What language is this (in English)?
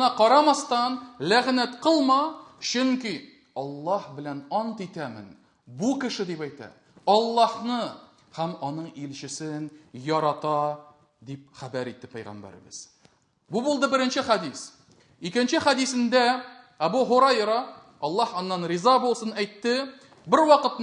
Tatar